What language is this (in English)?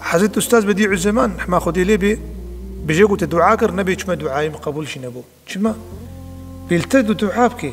Kurdish